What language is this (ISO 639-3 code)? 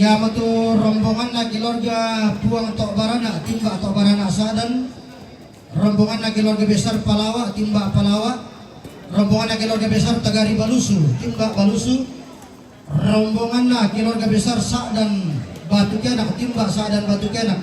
sda